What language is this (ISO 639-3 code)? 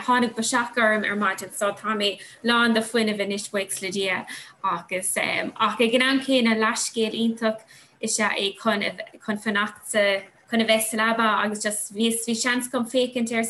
gle